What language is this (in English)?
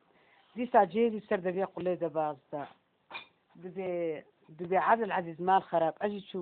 Kurdish